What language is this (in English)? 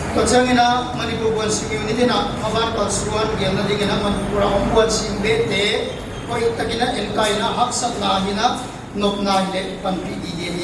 Tedim Chin